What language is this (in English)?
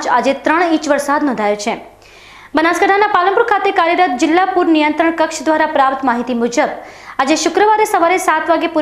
Gujarati